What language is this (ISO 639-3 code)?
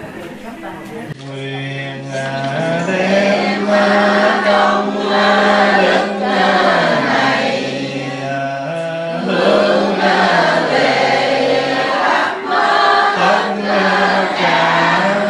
vie